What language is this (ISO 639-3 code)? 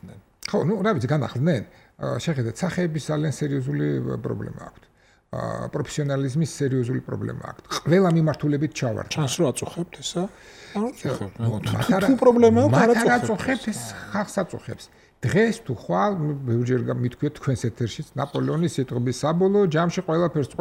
kat